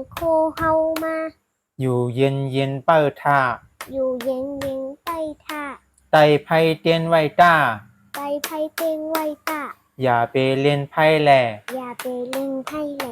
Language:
Shan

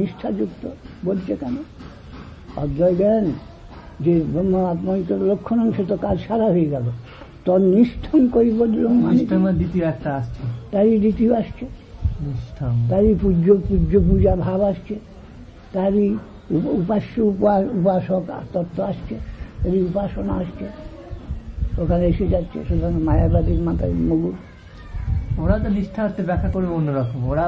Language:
Bangla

